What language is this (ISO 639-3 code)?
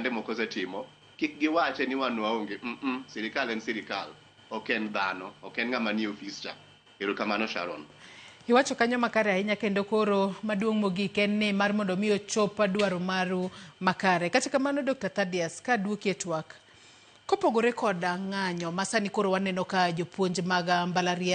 luo